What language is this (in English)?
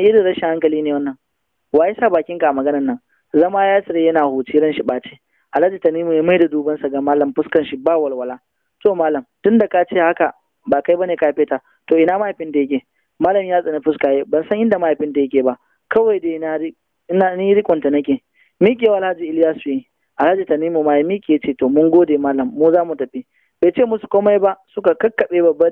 Hausa